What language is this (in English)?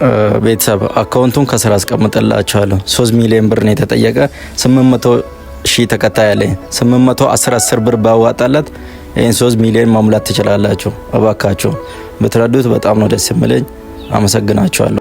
Amharic